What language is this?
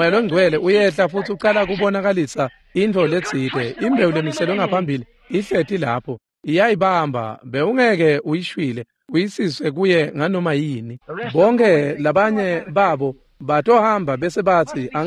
Swati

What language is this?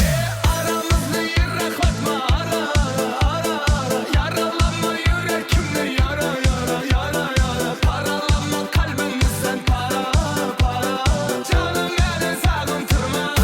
Kara-Kalpak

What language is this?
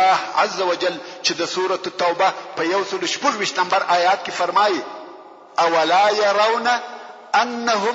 Pashto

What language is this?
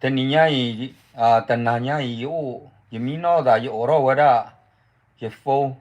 S'gaw Karen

